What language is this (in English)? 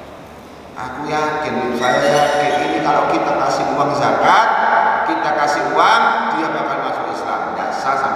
Indonesian